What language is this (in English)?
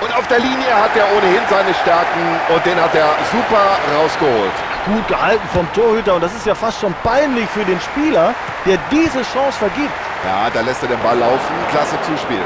Bavarian